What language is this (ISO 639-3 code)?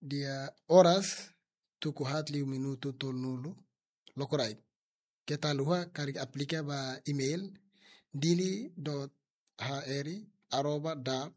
tet